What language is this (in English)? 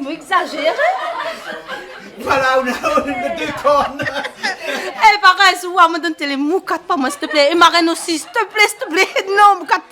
Réunion Creole French